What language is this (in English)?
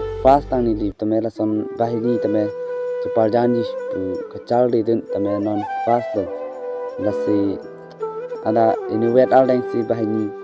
Karbi